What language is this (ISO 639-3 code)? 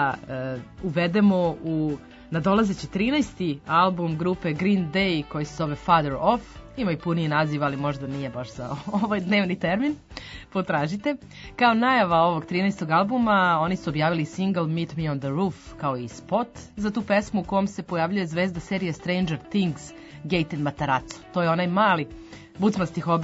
srp